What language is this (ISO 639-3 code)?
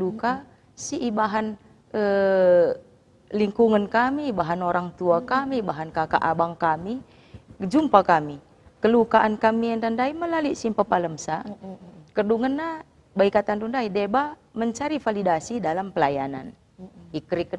btx